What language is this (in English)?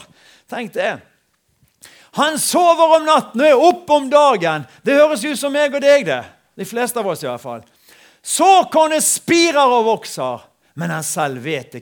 Norwegian